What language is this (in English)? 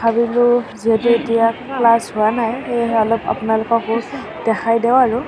Assamese